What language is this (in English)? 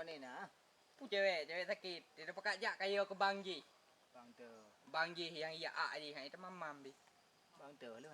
Achinese